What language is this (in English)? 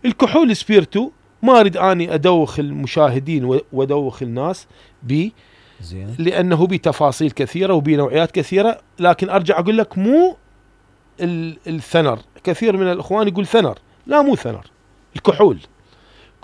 Mesopotamian Arabic